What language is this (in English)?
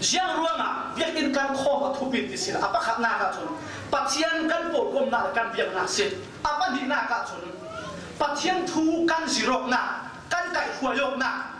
Falam Chin